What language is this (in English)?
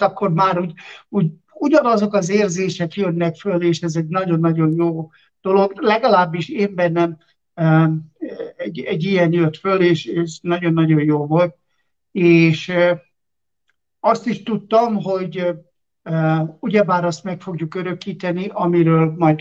Hungarian